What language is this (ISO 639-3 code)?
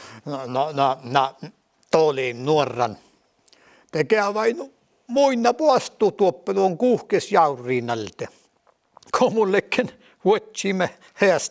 sme